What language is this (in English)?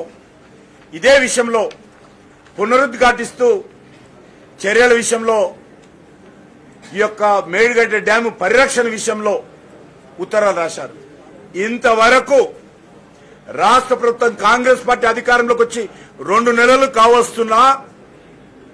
Telugu